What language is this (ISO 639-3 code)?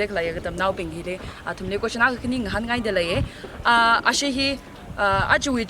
nmf